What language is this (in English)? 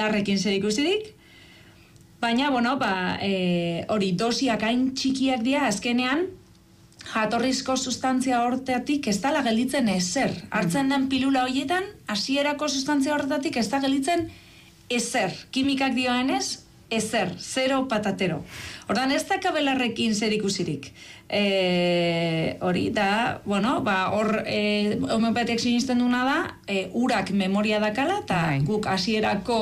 Basque